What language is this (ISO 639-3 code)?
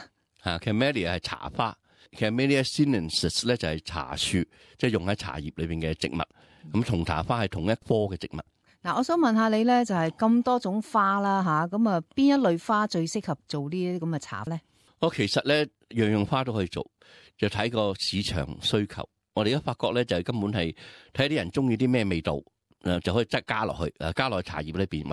yue